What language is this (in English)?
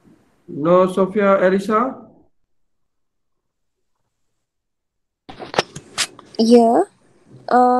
Malay